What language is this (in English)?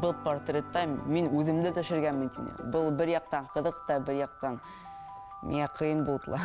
Bashkir